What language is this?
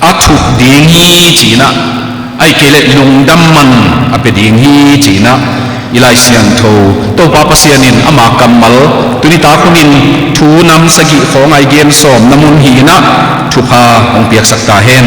Tedim Chin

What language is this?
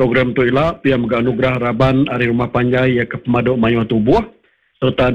Iban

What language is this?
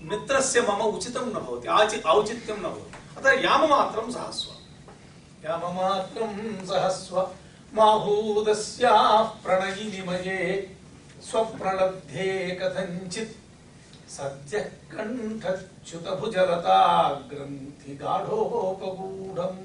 Sanskrit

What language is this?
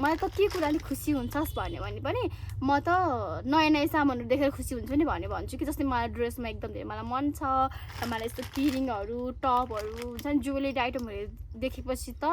Nepali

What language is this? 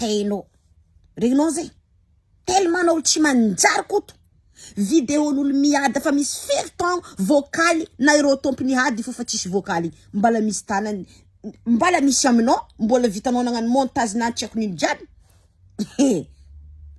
Malagasy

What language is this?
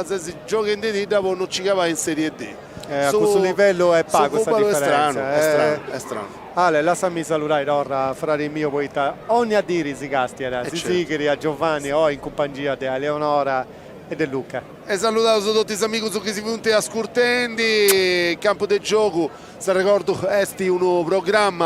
Sardinian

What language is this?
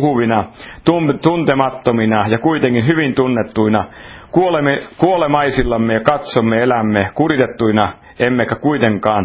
Finnish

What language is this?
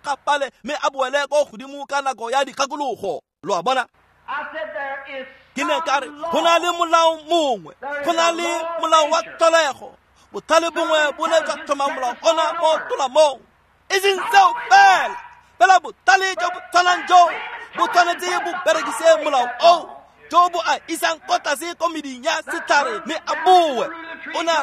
Tswana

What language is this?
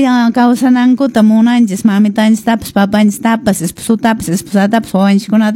Quechua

